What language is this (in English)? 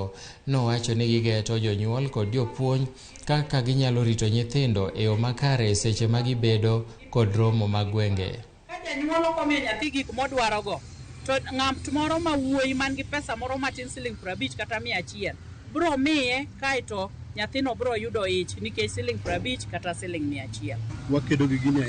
Luo (Kenya and Tanzania)